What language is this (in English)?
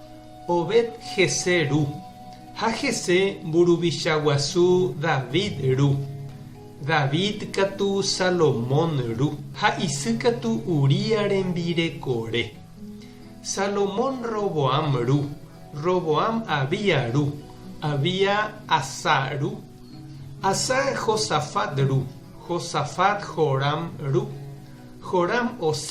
Guarani